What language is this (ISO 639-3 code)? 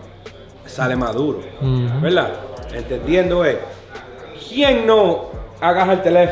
spa